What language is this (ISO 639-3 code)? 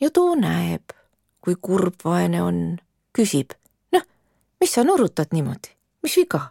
est